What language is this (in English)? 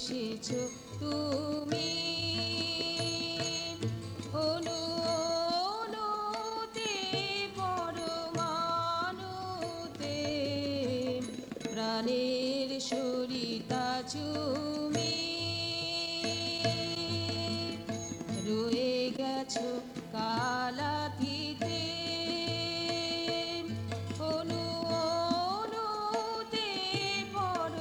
Bangla